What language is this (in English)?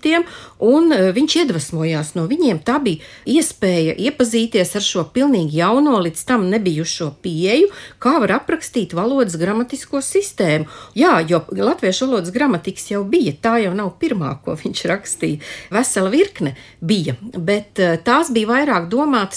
Latvian